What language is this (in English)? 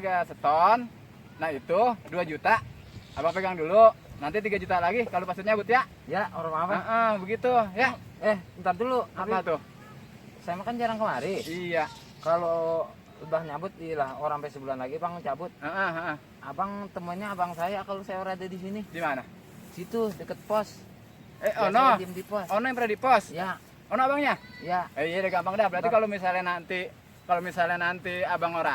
Betawi